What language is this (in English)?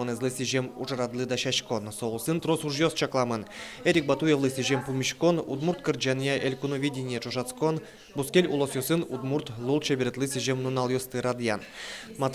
Udmurt